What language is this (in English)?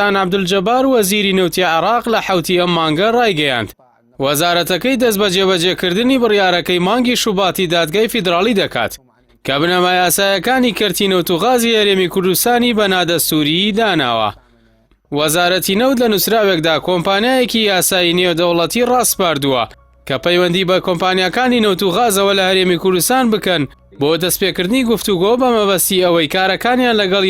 Central Kurdish